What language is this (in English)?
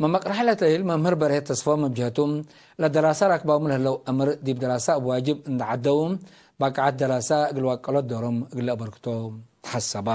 Tigre